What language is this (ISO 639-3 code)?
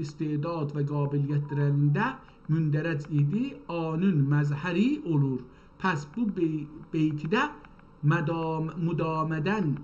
azb